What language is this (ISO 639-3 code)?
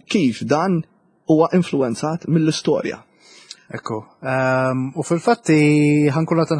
mlt